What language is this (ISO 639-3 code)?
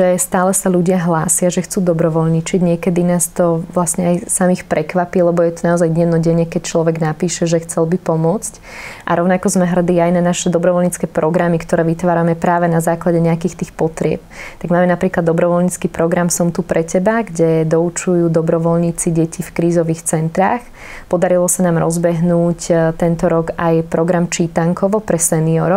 slk